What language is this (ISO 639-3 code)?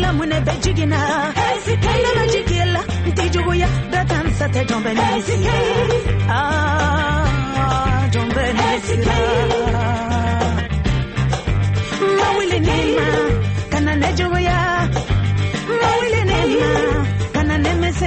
ron